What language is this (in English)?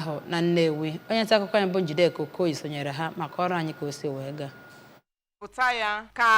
Igbo